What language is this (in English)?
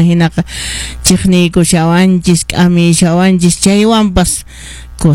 Quechua